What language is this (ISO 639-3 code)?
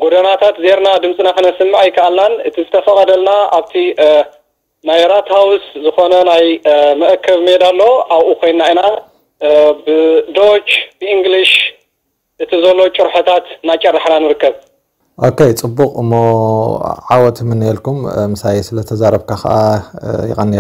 tir